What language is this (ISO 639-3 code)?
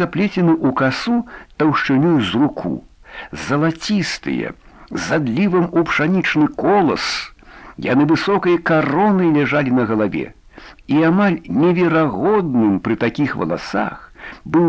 bel